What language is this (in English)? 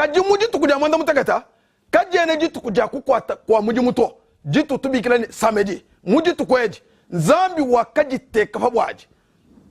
Luba-Lulua